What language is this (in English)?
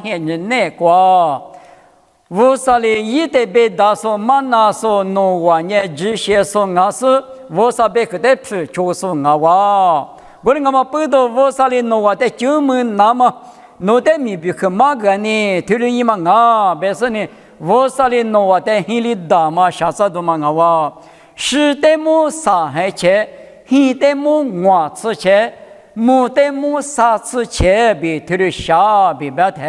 Lisu